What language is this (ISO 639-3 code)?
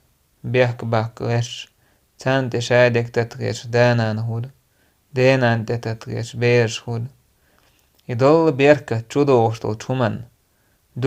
che